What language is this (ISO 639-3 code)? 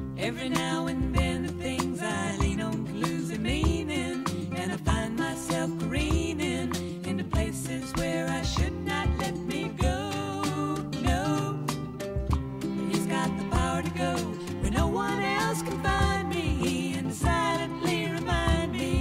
eng